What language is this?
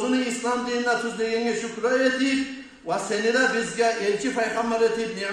Kumyk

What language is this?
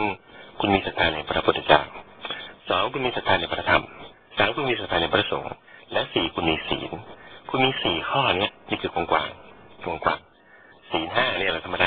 Thai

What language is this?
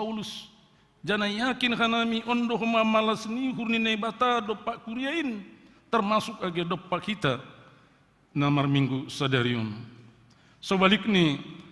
Batak Simalungun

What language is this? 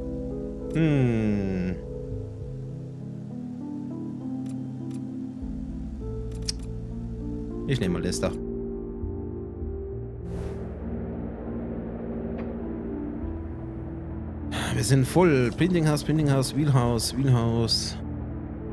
German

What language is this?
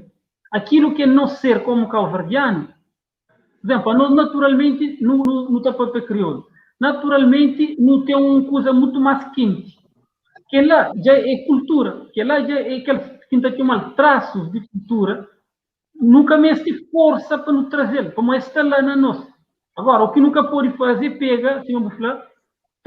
Kabuverdianu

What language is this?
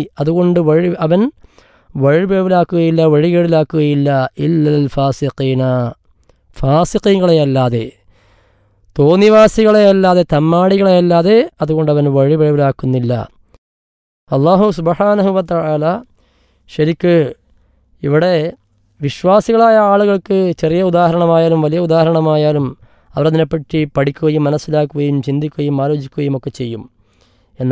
Malayalam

